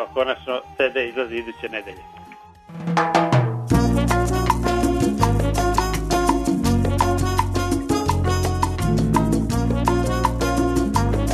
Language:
Serbian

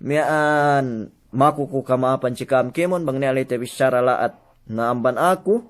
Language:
Yakan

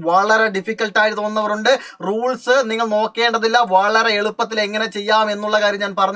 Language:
Malayalam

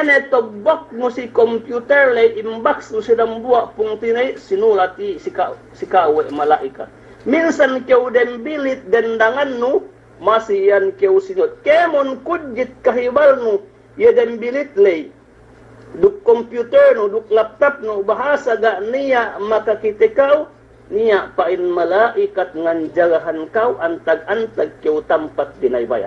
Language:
Yakan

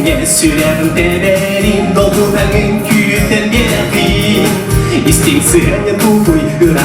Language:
Yakut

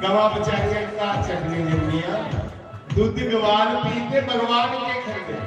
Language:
Dogri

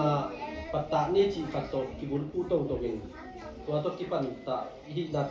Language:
Tedim Chin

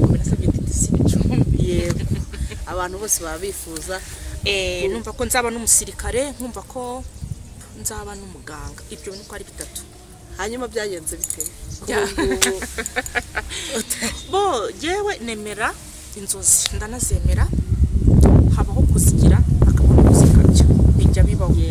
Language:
Kinyarwanda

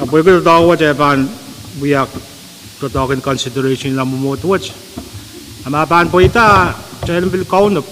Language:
Pohnpeian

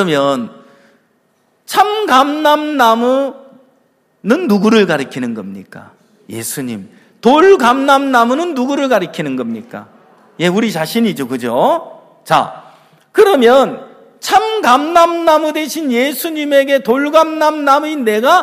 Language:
Korean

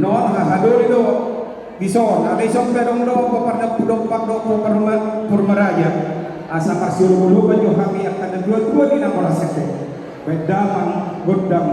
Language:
Batak Toba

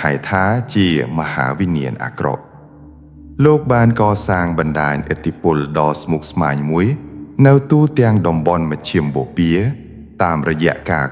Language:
Khmer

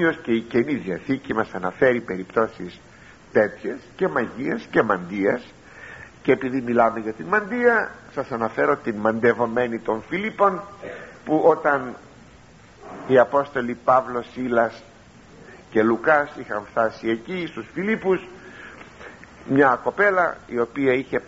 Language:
Greek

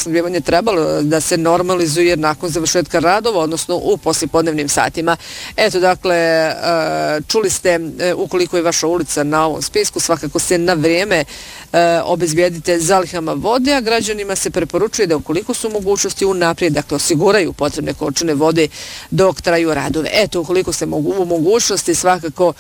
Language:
Bosnian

